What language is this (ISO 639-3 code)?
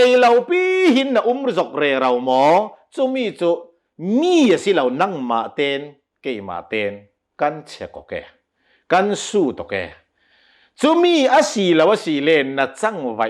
cnh